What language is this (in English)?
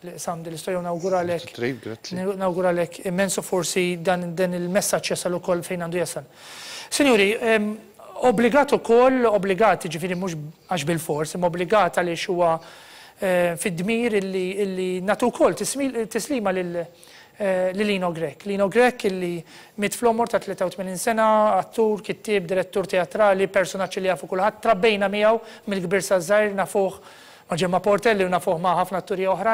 Maltese